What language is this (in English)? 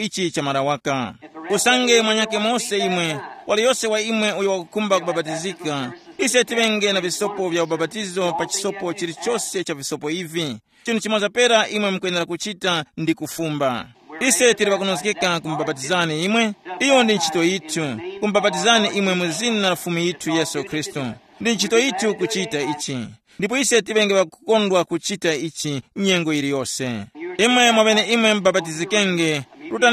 Tumbuka